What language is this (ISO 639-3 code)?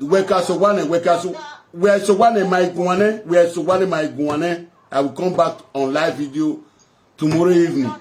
pcm